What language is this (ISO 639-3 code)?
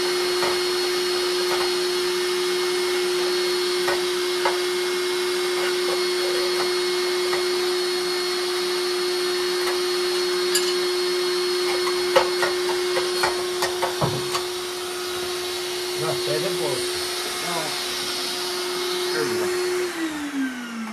fin